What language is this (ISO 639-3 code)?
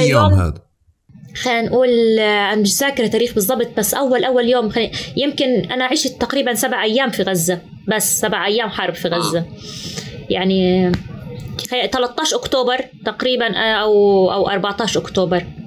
apc